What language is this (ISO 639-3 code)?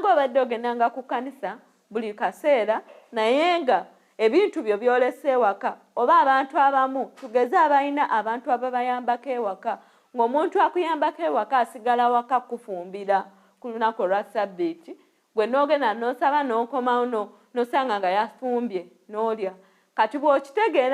lug